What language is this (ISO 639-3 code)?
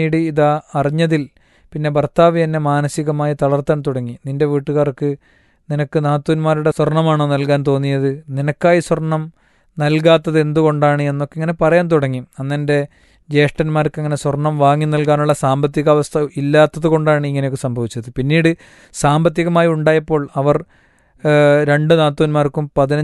mal